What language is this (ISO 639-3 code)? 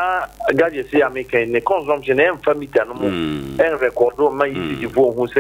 aka